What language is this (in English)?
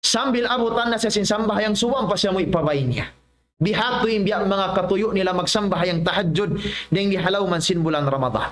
Tausug